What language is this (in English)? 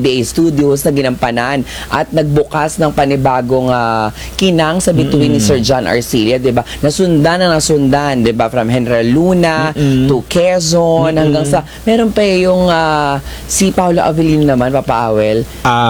Filipino